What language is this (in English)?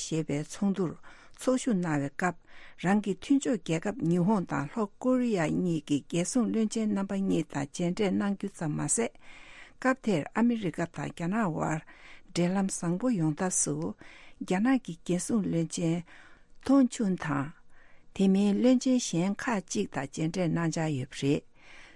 Tibetan